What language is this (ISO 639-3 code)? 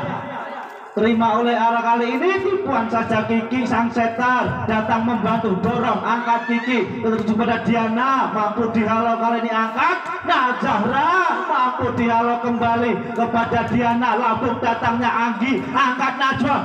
ind